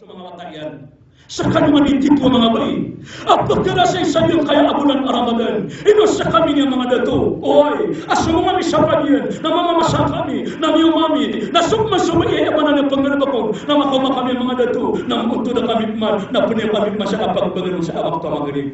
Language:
Maranao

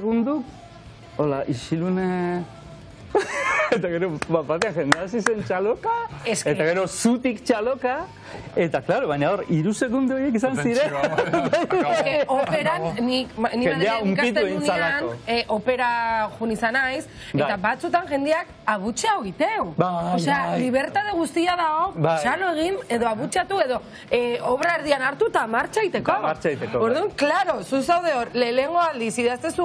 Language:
Basque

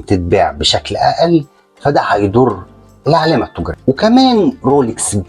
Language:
Egyptian Arabic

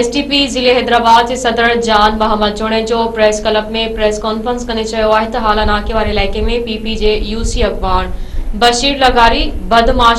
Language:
Sindhi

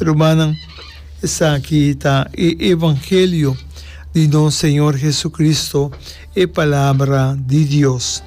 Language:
Papiamento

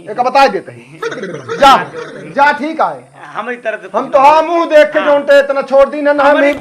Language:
Awadhi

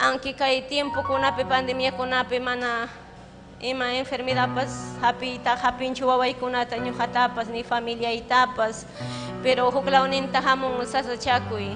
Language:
Ayacucho Quechua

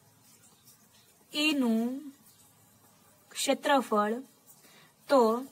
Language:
Gujarati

